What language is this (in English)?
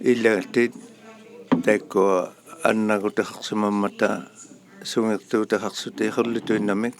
Inuktitut